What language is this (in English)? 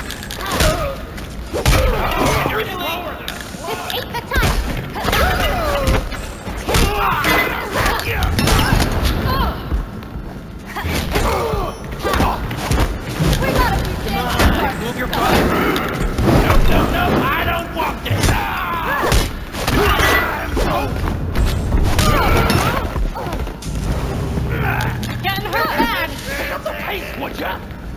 English